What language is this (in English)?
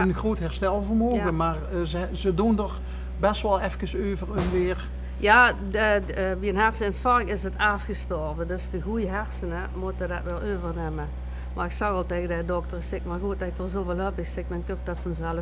Limburgish